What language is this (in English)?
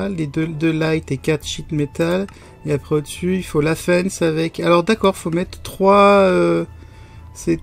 French